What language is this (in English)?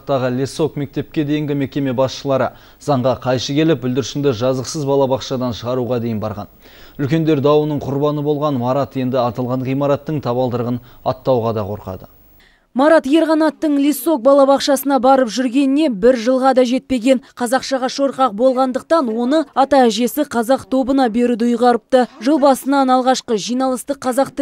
Kazakh